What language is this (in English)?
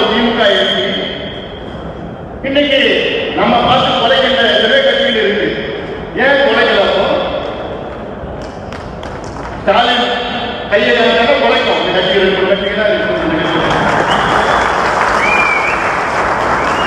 Tamil